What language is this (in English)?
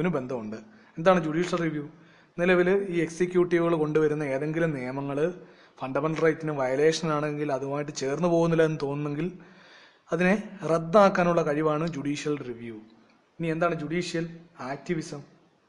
Malayalam